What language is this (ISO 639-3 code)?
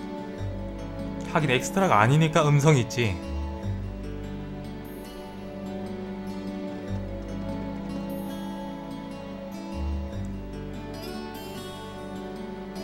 kor